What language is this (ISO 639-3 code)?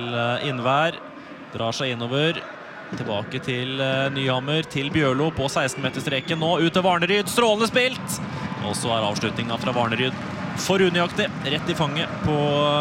nor